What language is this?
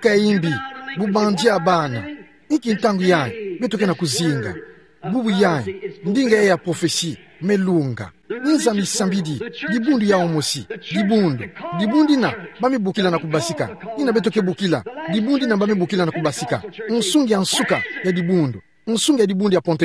Kituba (Democratic Republic of Congo)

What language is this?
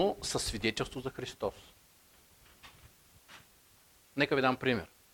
Bulgarian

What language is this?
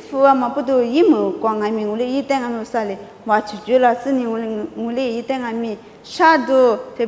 Lisu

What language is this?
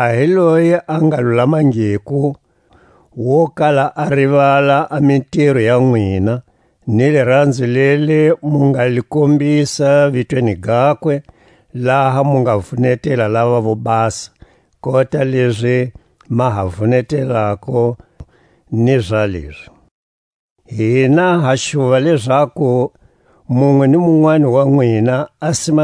Tswa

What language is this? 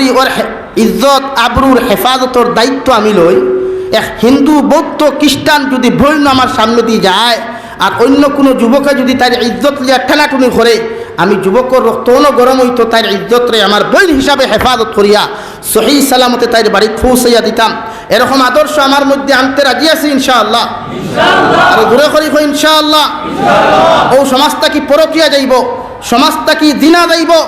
Sylheti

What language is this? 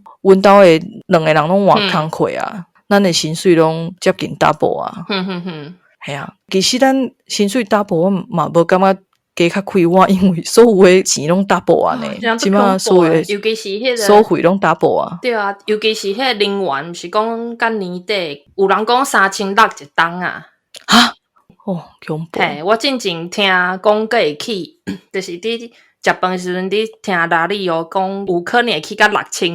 Min Nan Chinese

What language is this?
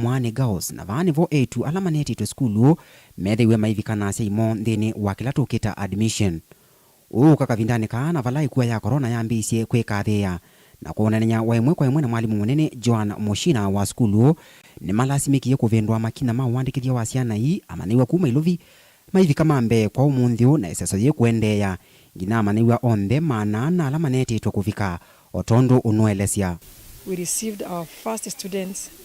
Kamba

